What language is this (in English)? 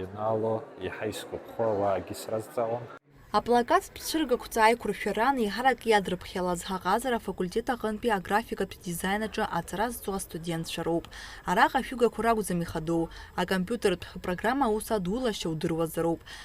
Abkhazian